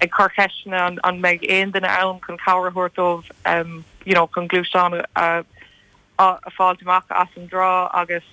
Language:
Irish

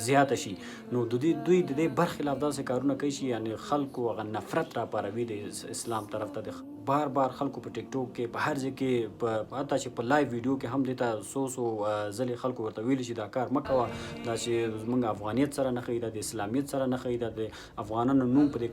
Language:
Pashto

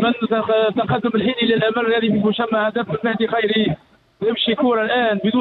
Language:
Tunisian Arabic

